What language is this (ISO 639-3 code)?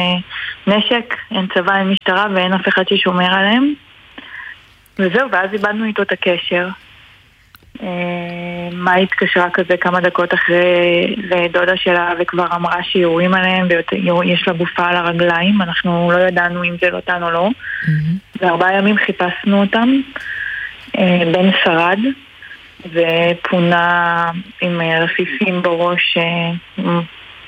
heb